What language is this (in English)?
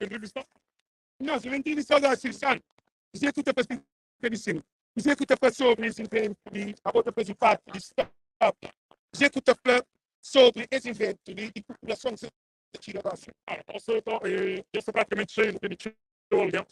Kabuverdianu